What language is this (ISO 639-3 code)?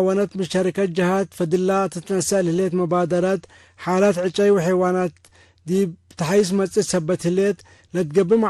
tig